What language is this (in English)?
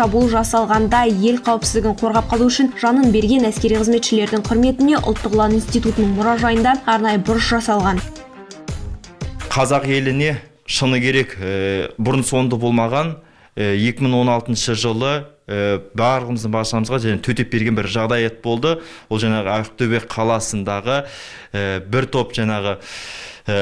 Kazakh